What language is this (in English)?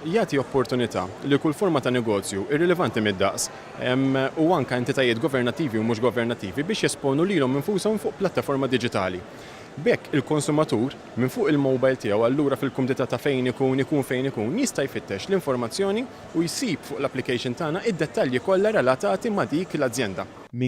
Maltese